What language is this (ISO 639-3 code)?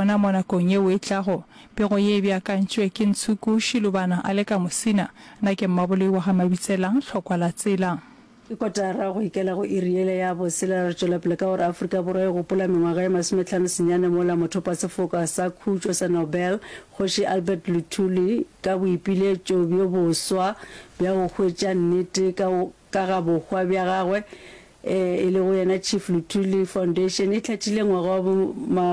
nso